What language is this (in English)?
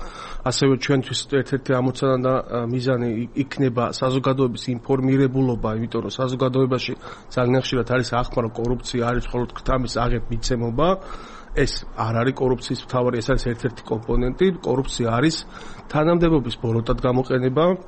Georgian